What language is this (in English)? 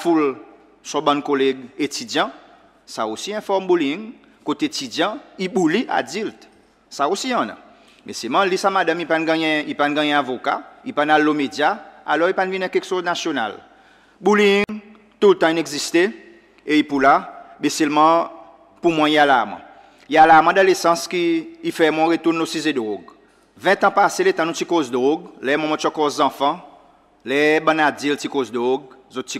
Seselwa Creole French